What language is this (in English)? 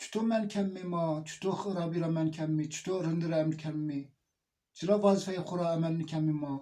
Zaza